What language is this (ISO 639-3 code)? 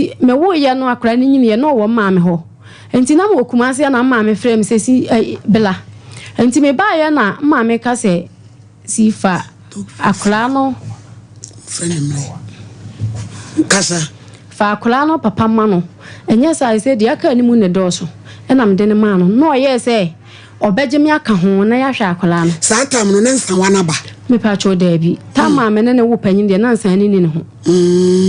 aka